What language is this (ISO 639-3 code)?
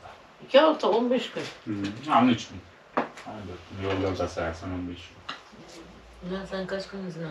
tur